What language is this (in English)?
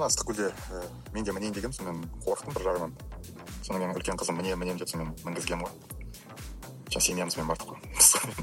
Kazakh